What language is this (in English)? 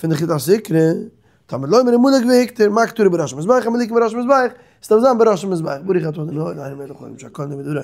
Yiddish